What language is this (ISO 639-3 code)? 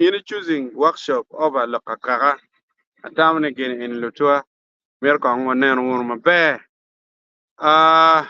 ach